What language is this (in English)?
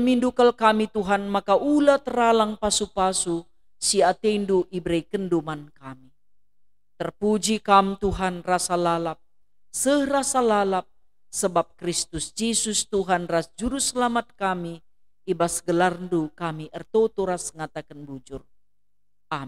Batak Karo